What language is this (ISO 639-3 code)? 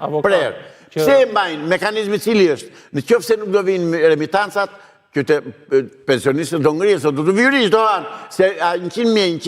sqi